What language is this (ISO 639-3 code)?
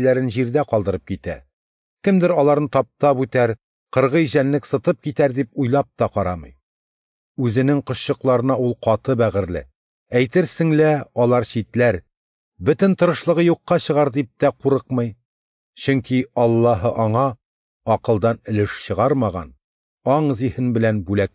tat